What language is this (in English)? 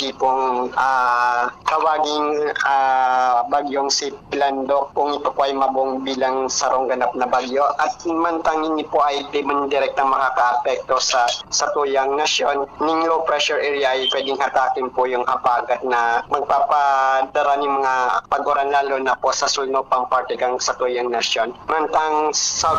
Bikol